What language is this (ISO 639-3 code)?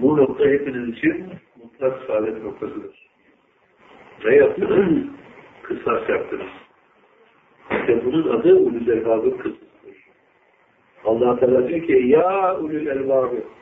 tur